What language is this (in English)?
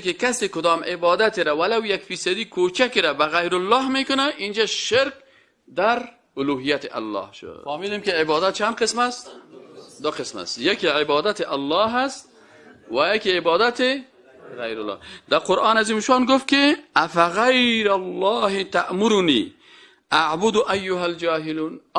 Persian